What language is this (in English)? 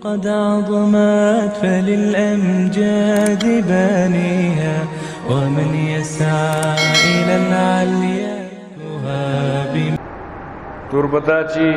Baluchi